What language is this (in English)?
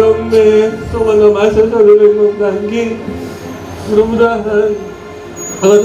Batak Toba